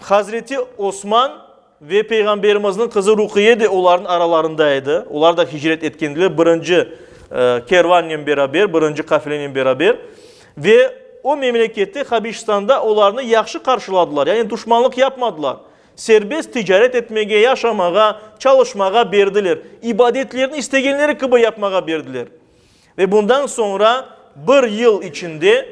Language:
Crimean Tatar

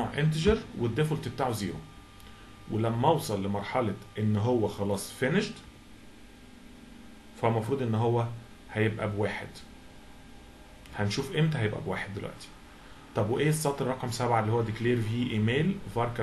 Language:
Egyptian Arabic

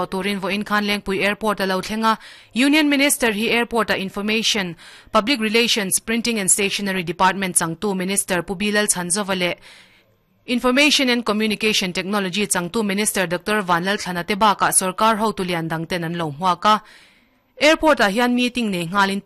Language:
Mizo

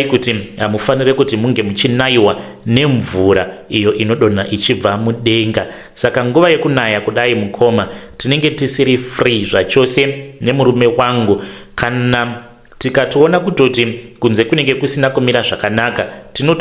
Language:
Shona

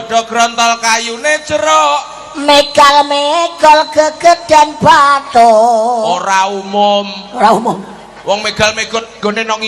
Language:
Javanese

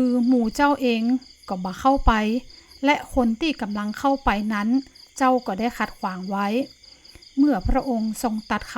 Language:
Northern Thai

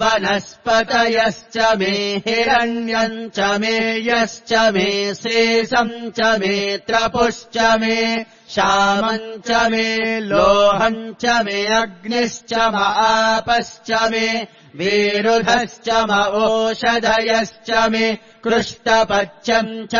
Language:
Sanskrit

